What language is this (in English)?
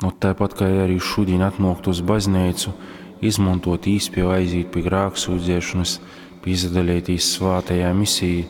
Latgalian